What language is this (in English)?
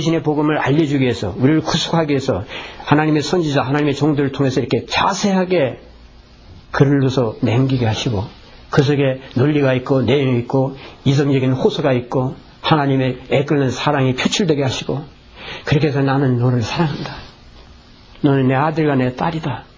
Korean